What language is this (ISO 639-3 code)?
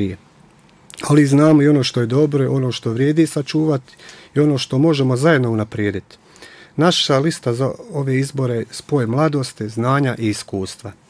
bos